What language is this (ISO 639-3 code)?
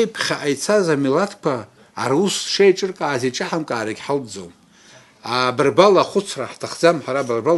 abk